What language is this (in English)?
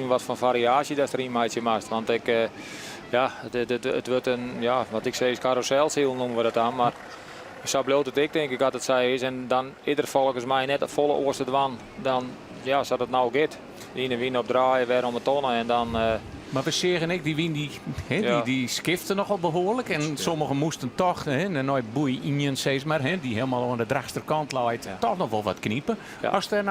Western Frisian